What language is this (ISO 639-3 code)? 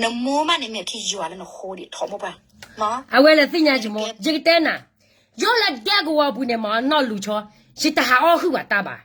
ksw